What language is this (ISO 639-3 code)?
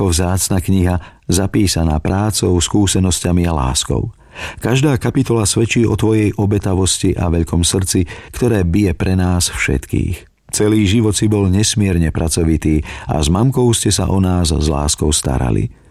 slk